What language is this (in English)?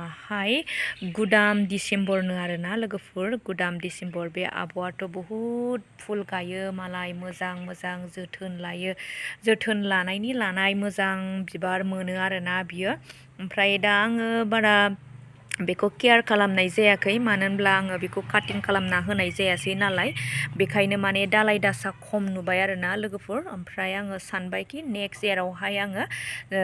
Bodo